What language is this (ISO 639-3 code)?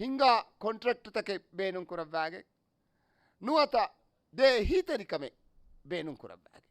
div